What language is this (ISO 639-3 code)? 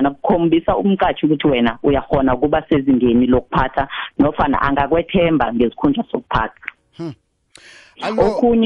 nbl